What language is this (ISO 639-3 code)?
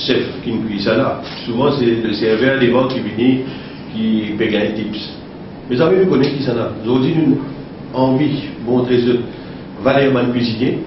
mfe